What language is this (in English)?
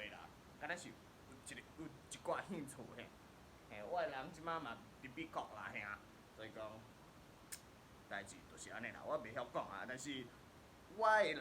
Min Nan Chinese